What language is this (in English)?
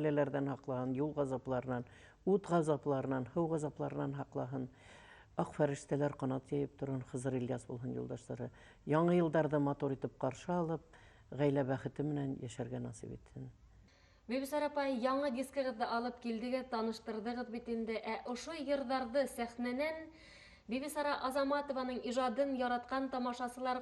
Bashkir